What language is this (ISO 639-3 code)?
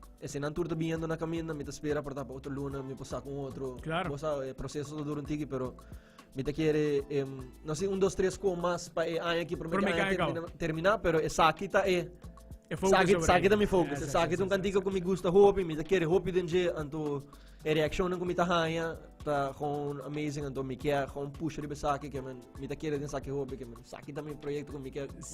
pap